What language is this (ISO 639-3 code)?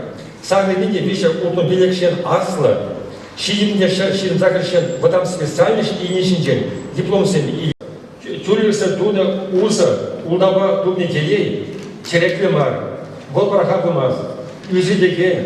chv